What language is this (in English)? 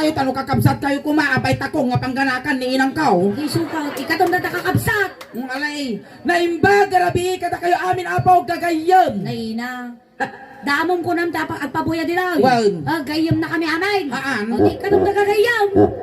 Iloko